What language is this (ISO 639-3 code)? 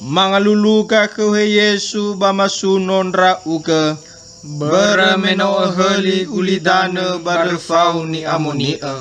nia